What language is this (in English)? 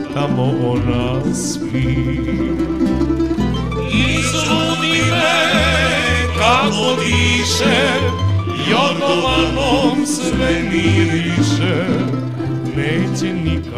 Serbian